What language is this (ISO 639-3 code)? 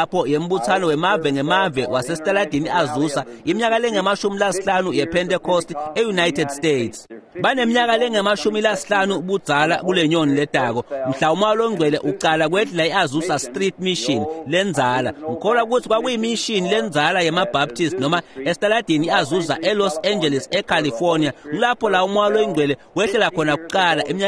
ssw